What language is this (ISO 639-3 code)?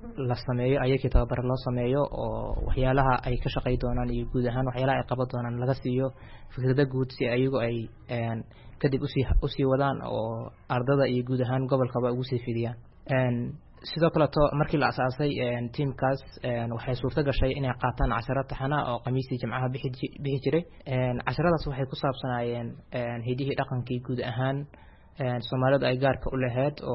som